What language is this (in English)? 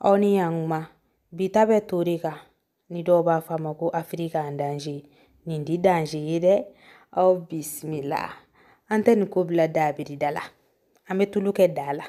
Bambara